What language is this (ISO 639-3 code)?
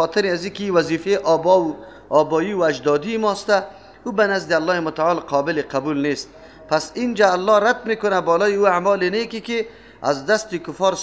fas